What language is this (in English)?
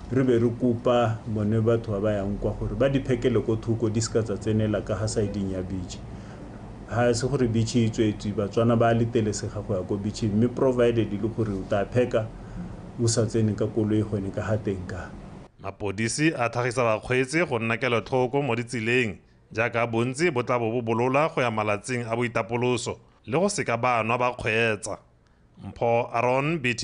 Tswana